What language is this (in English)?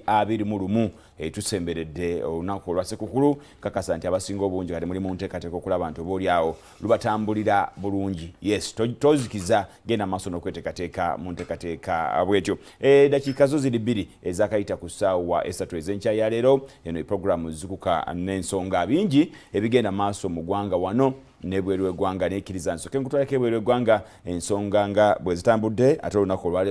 Ganda